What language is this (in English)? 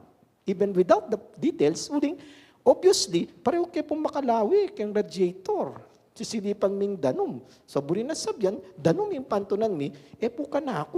Pampanga